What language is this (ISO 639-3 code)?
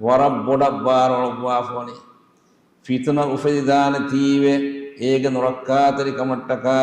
div